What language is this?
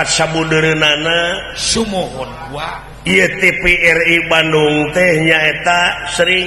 Sundanese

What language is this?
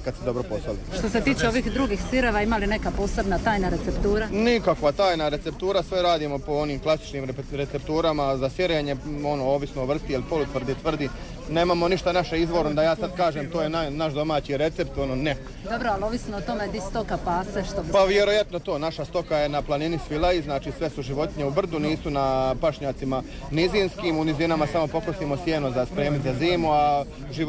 Croatian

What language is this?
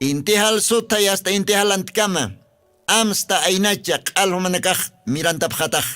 Aymara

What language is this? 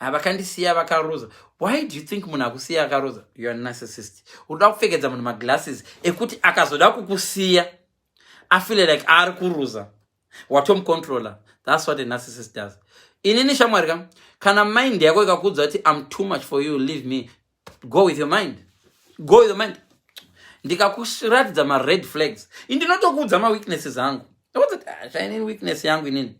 Shona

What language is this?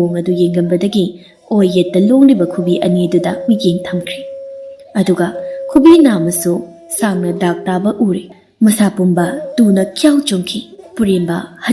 Manipuri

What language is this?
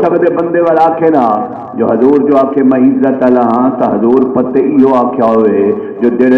Saraiki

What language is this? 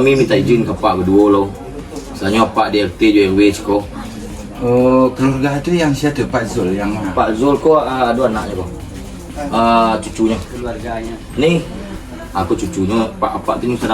Minangkabau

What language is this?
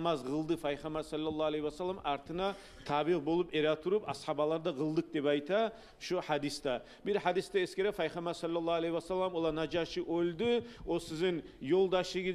Kumyk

